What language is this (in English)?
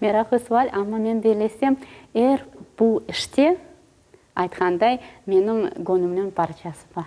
Crimean Tatar